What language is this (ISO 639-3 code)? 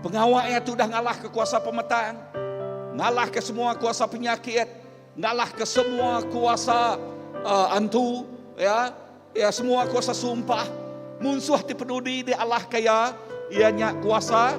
iba